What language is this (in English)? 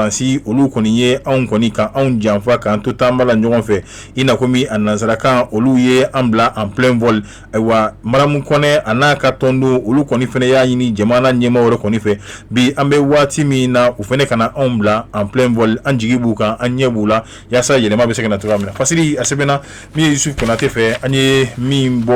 Bambara